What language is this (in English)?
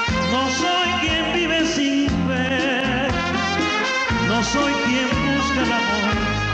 Spanish